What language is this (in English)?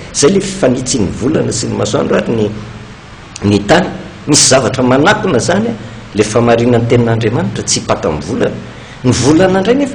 Malagasy